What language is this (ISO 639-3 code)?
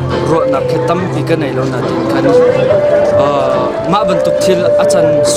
cnh